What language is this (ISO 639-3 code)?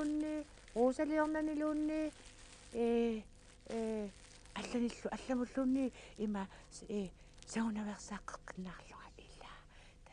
kal